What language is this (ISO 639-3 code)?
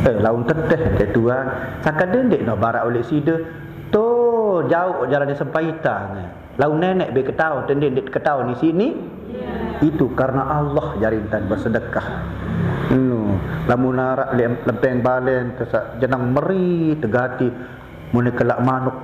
sas